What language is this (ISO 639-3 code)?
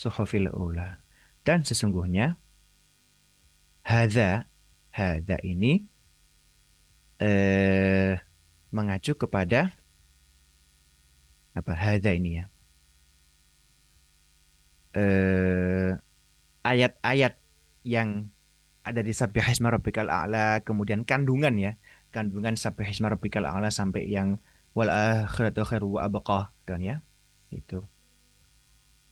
ind